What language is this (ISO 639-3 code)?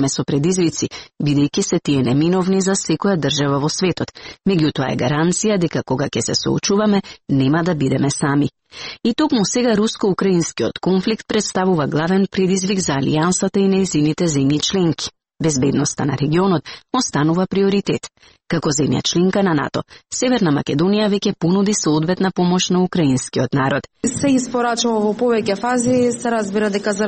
mkd